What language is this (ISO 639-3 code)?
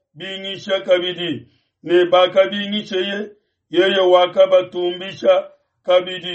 lua